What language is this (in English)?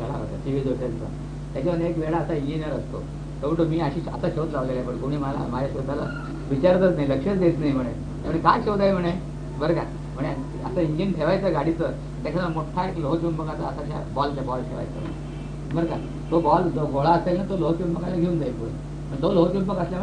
Marathi